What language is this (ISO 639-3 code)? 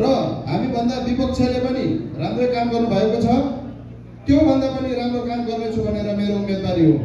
nep